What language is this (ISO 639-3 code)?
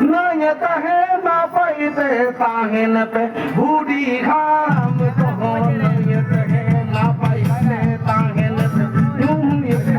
sat